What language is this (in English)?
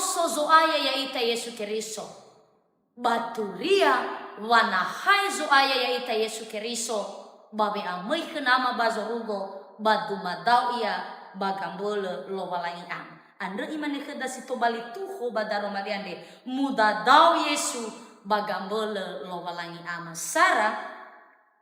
Nias